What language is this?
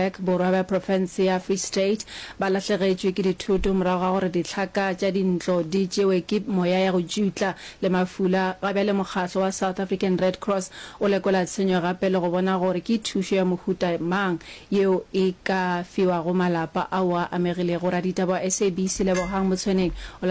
Northern Sotho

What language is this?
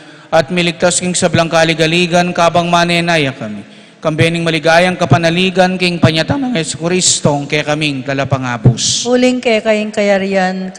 Pampanga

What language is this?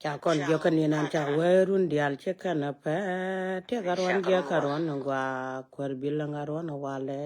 Nuer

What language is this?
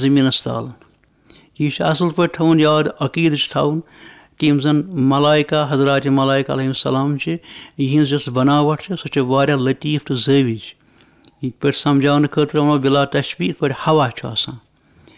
Kashmiri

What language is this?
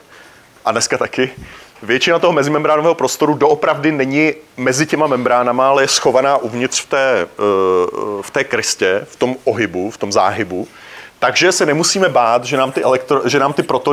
Czech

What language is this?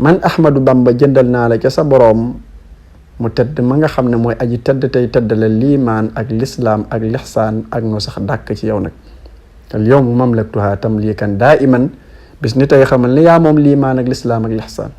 Wolof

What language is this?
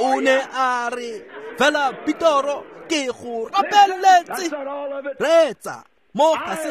Tswana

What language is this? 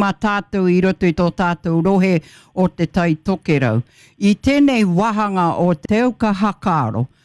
Māori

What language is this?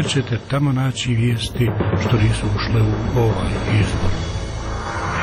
Croatian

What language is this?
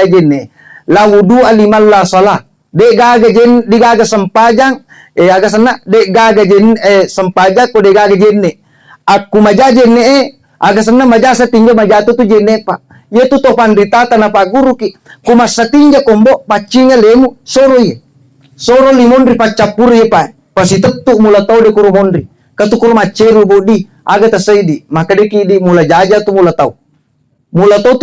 Buginese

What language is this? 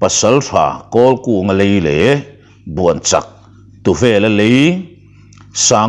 Mizo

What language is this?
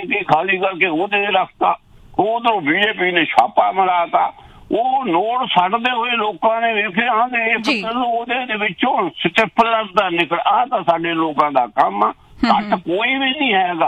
Punjabi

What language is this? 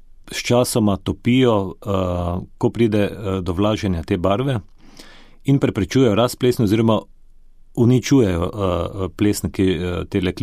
Slovenian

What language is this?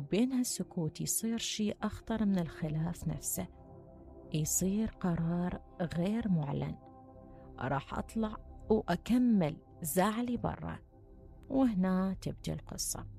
Mesopotamian Arabic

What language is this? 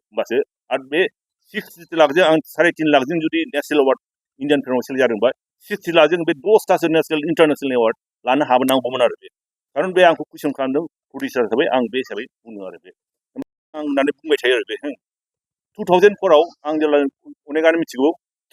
Bodo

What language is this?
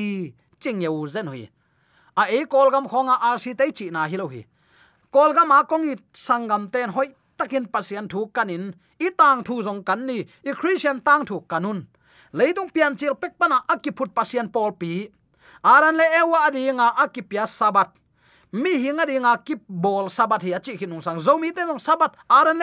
Tedim Chin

